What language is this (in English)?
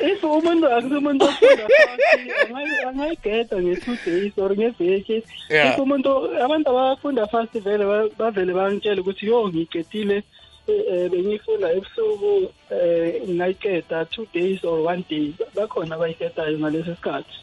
South Ndebele